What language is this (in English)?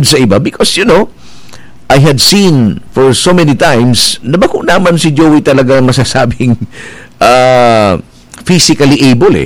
Bikol